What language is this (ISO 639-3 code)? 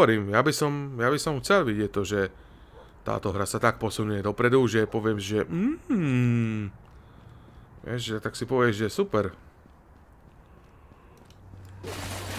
slk